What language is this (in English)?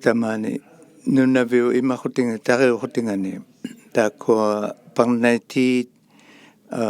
Inuktitut